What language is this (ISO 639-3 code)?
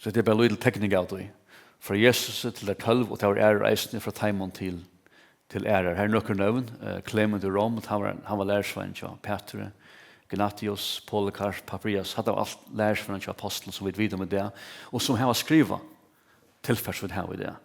fao